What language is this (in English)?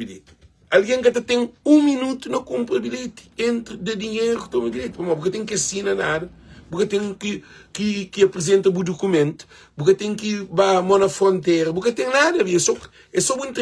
Kabuverdianu